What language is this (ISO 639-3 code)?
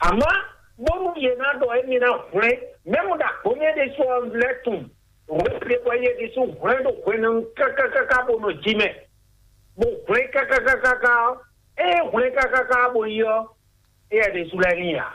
fon